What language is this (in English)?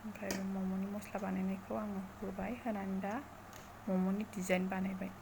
Bodo